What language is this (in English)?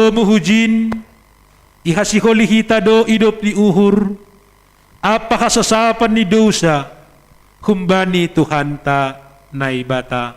Batak Simalungun